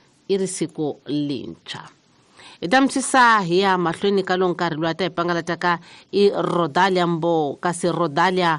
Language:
Tsonga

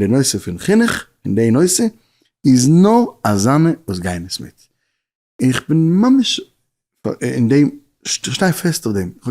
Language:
Yiddish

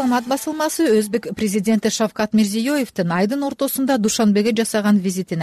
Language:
Kyrgyz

